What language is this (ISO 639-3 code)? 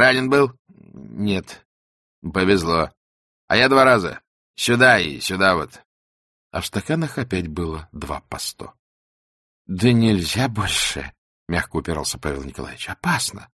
rus